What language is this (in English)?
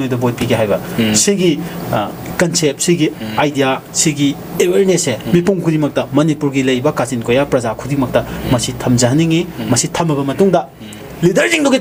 Manipuri